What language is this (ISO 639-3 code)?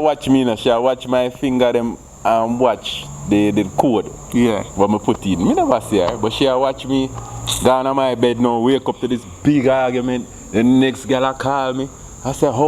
jam